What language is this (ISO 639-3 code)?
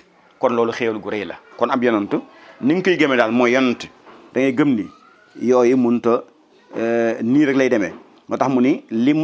wol